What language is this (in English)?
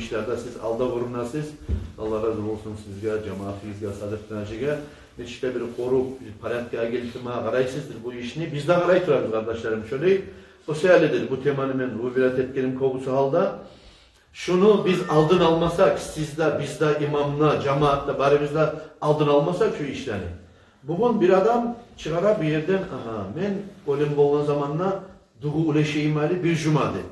Kumyk